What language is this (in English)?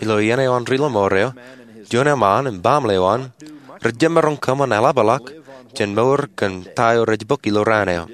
Marshallese